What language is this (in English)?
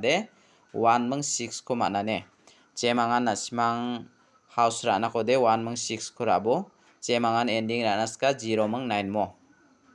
Garo